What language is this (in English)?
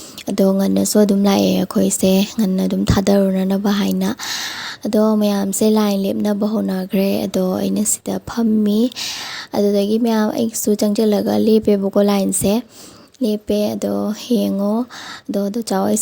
Manipuri